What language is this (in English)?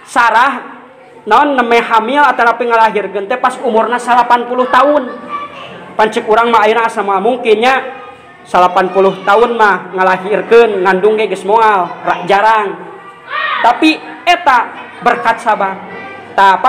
Sundanese